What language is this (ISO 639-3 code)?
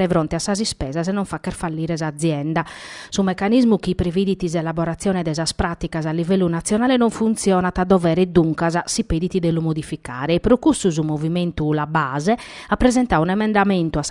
srd